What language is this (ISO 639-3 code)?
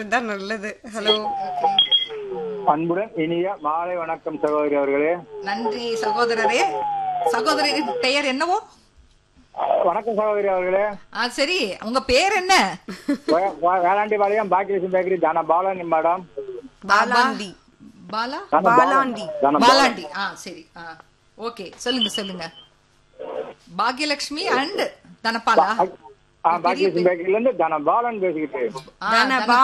tam